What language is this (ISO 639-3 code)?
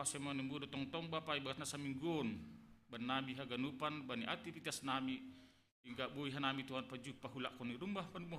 bts